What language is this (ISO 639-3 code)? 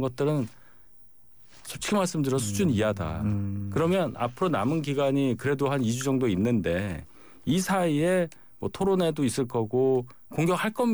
kor